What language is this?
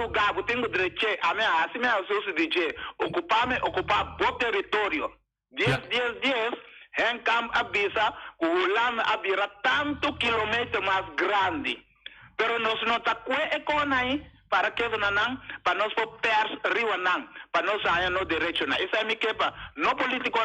Papiamento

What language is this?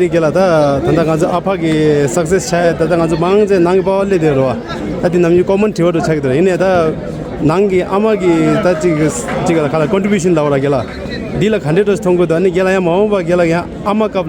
Tibetan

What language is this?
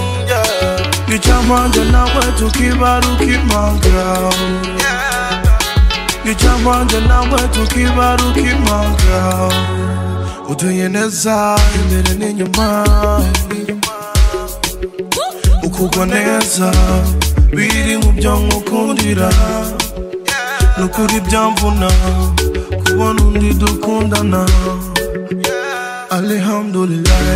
Kinyarwanda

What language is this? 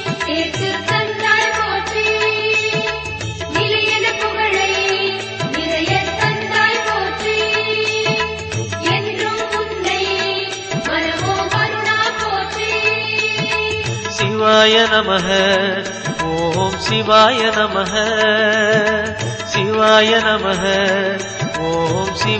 Tamil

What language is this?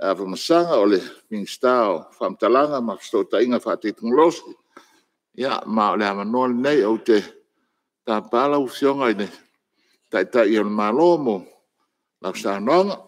Samoan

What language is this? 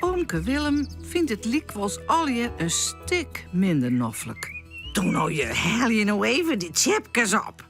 Western Frisian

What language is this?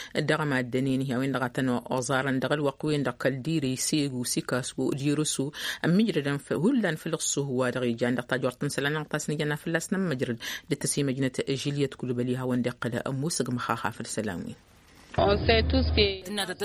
Tamasheq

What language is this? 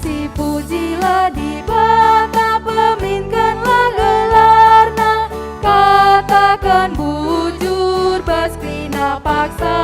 Batak Karo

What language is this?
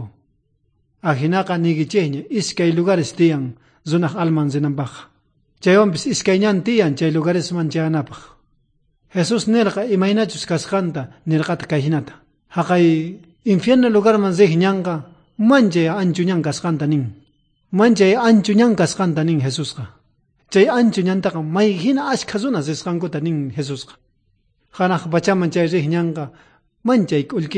South Bolivian Quechua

